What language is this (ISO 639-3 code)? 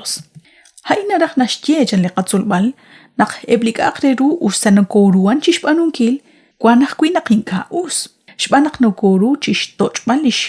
kek